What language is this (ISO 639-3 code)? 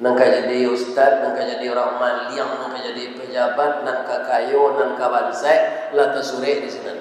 min